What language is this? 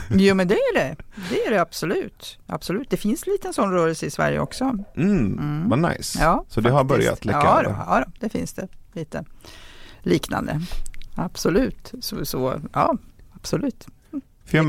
Swedish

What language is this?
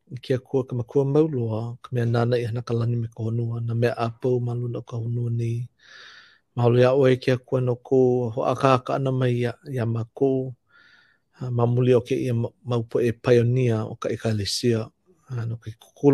Hawaiian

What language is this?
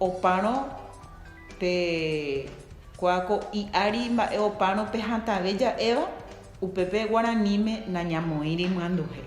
Guarani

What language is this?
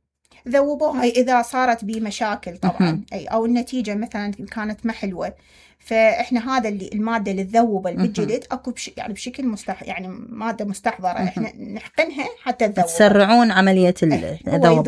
Mesopotamian Arabic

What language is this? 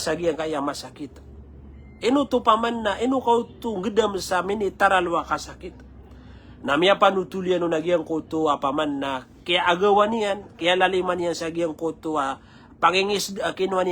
Maranao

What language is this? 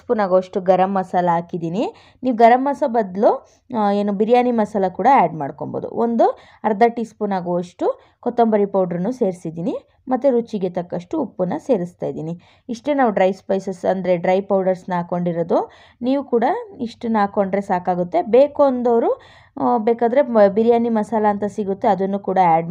Kannada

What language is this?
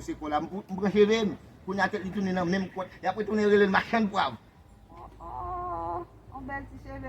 Haitian Creole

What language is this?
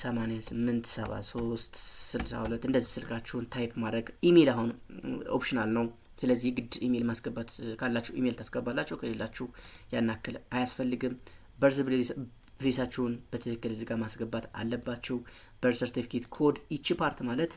Amharic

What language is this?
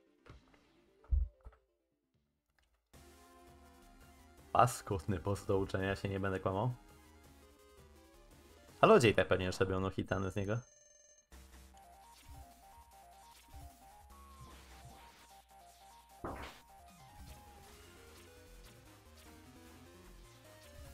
Polish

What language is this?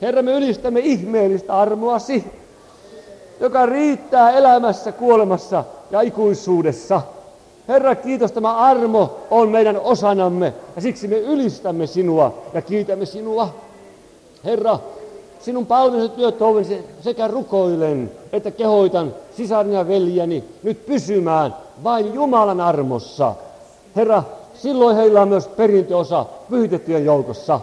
Finnish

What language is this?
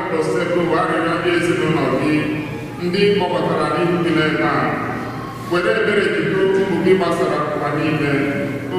Igbo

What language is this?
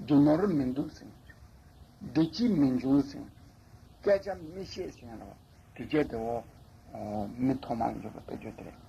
Tibetan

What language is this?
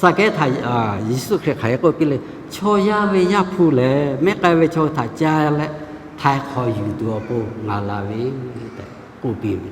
Lahu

